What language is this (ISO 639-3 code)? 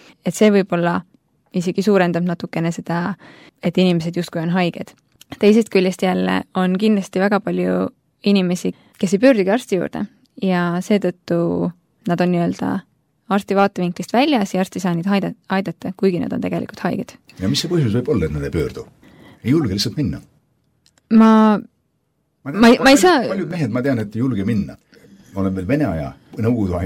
est